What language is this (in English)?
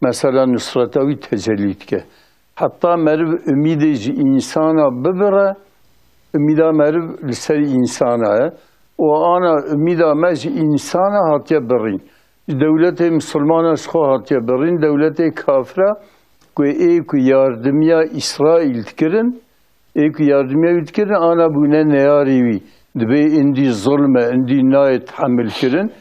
Kurdish